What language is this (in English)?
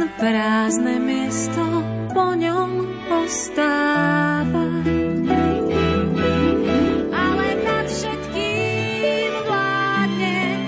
Slovak